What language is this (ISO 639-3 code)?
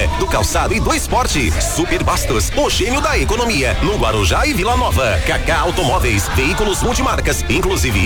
por